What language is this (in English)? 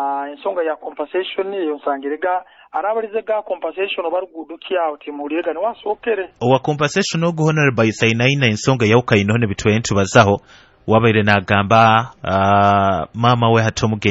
Nyoro